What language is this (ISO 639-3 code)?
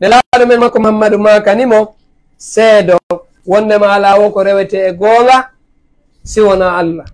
ful